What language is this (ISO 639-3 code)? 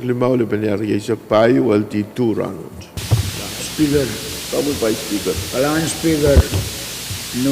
pon